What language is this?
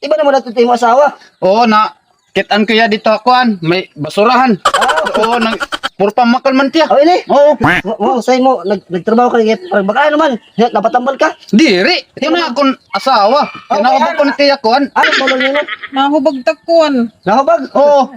Waray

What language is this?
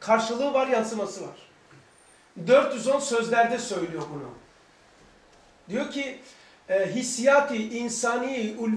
Turkish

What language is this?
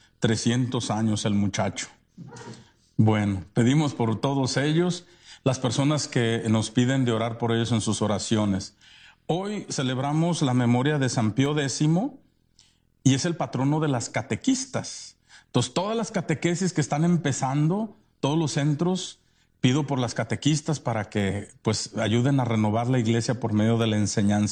Spanish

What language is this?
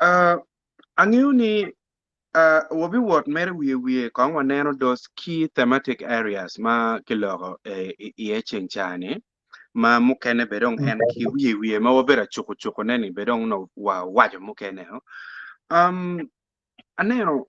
Acoli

